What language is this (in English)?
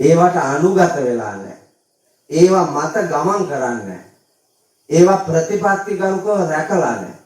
Sinhala